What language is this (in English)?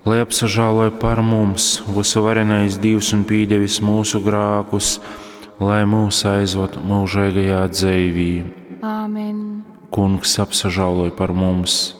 Latgalian